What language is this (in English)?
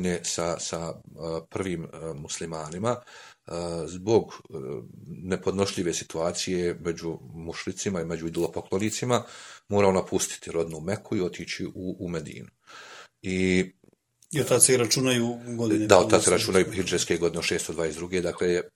Bosnian